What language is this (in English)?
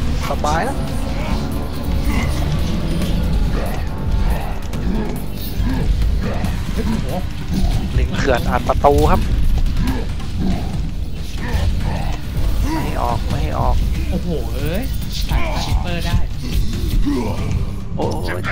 Thai